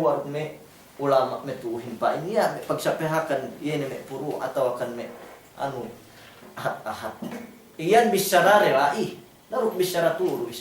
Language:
Yakan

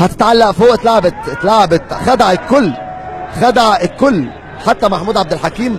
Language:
Egyptian Arabic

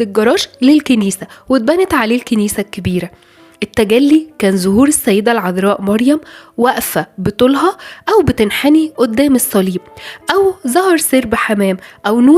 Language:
Egyptian Arabic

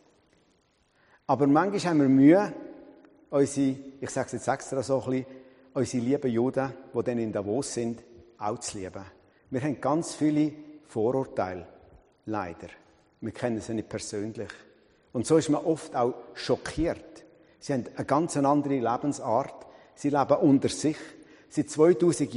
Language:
German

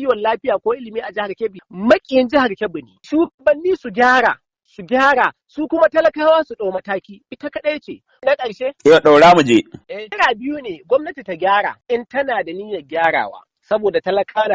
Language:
Hausa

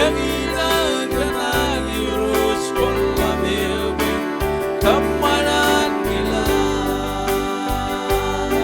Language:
Marshallese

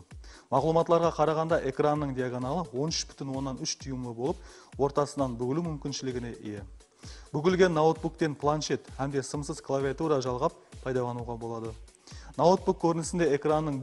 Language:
Kara-Kalpak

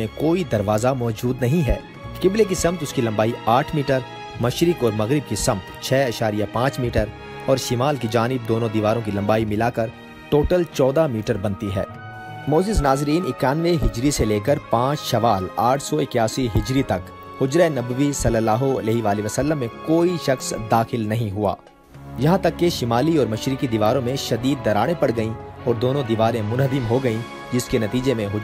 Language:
Urdu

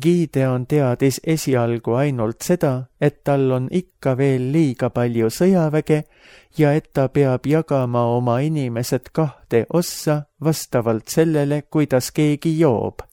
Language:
Estonian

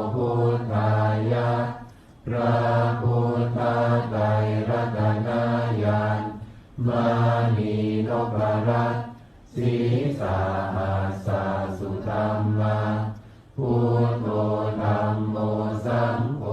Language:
Pali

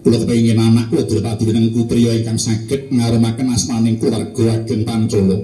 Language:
Javanese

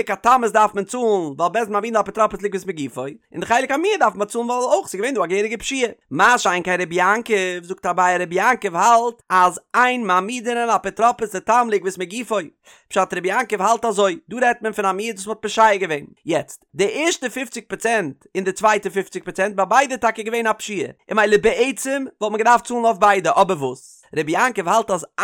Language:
Yiddish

